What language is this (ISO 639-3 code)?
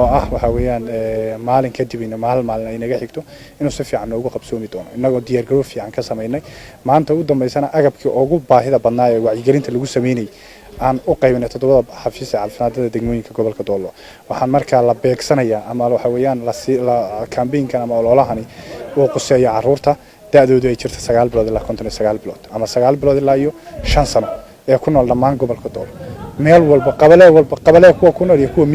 som